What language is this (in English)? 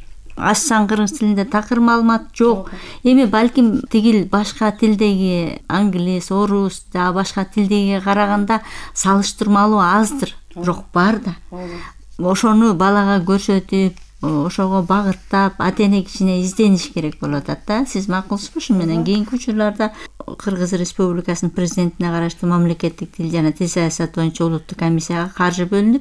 Kyrgyz